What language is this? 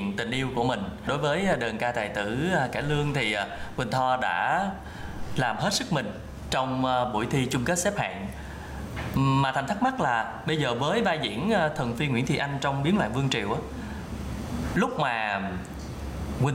Vietnamese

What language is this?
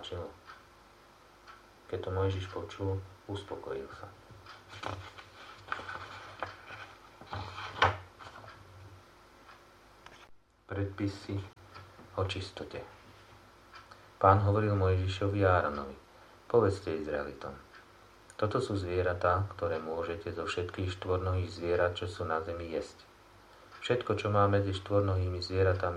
Slovak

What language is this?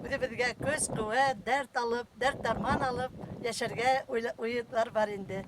Bashkir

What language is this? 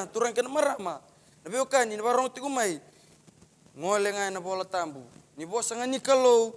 Fijian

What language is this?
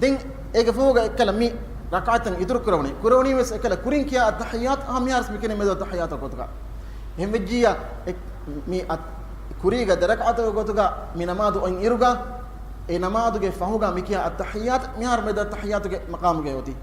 Divehi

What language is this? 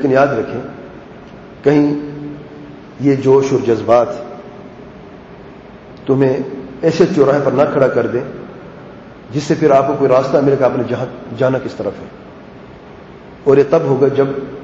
Urdu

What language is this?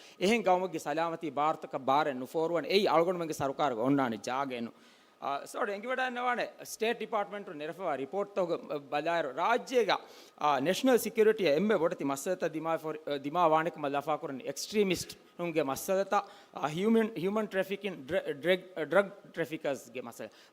Divehi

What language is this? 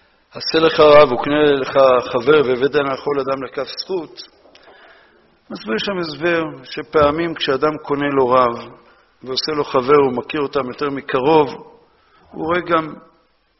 Hebrew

